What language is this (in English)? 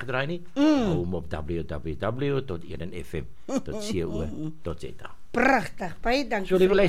Afrikaans